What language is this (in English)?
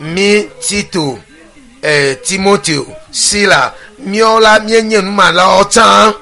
Ewe